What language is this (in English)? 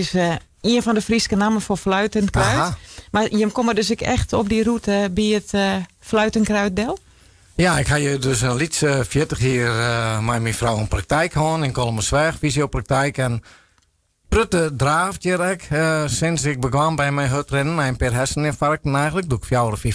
Western Frisian